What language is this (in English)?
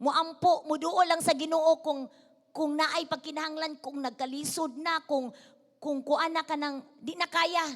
Cebuano